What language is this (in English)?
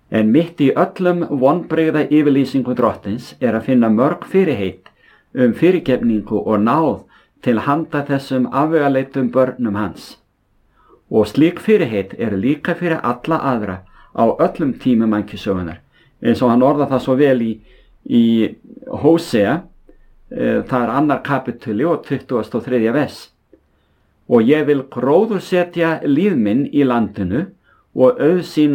Icelandic